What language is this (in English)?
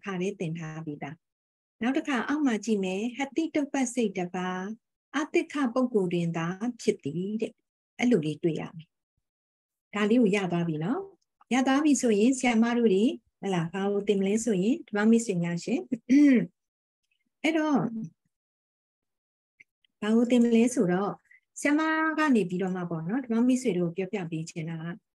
Burmese